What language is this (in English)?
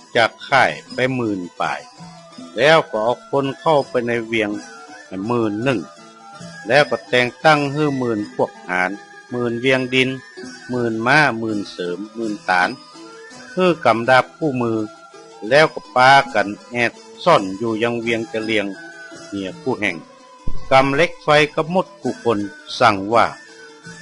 Northern Thai